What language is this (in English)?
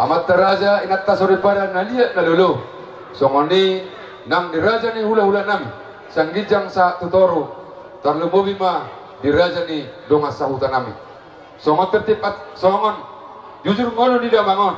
Batak Toba